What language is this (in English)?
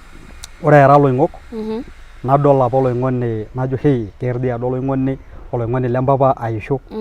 Masai